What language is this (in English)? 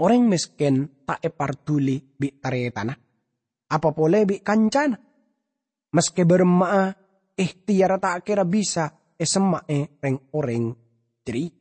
Madurese